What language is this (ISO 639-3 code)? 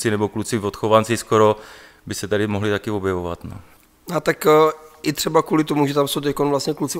ces